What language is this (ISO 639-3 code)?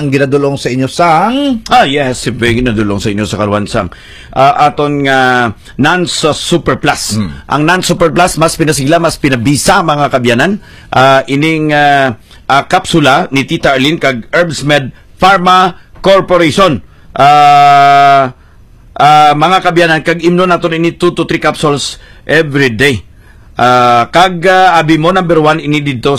hil